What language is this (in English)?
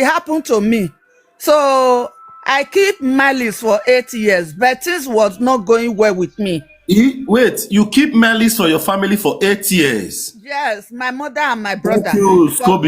Nigerian Pidgin